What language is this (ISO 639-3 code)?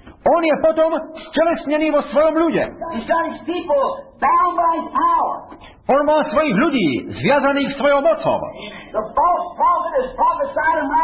slk